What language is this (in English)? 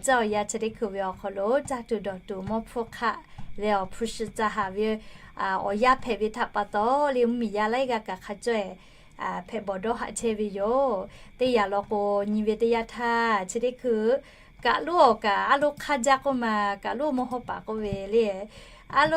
Lahu